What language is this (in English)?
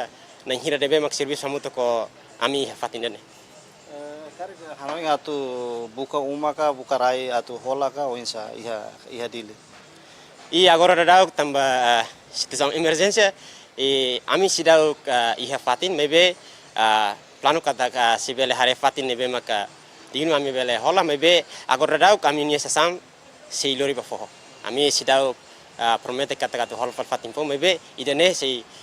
Tetum